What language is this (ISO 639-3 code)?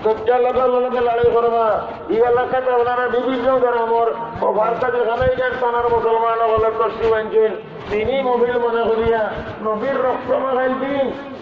syl